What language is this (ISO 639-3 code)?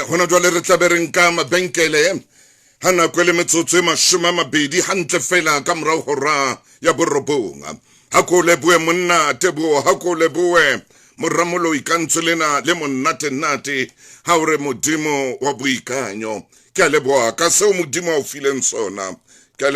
sot